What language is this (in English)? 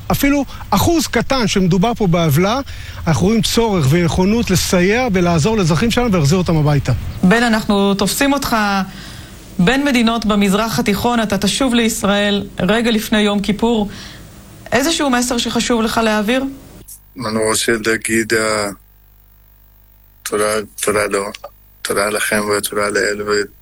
Hebrew